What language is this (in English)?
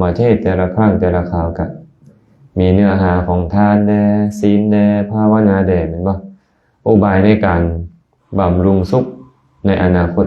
Lao